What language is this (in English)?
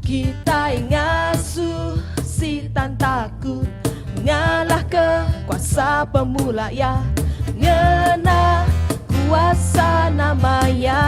Iban